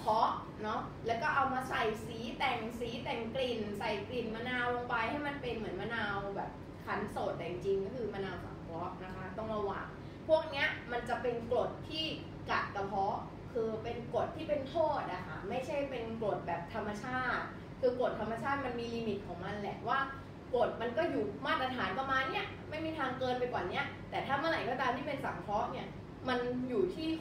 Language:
Thai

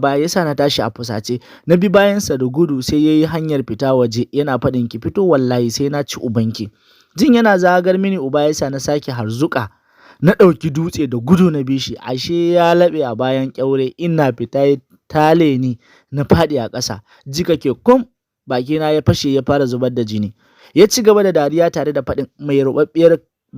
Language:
Hausa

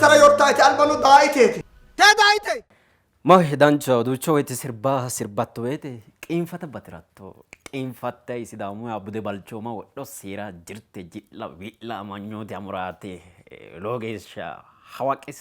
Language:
Sidamo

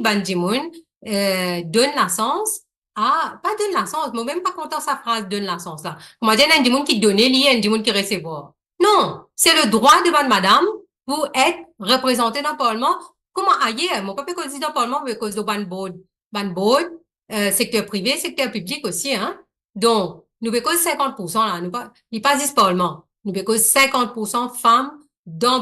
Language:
Morisyen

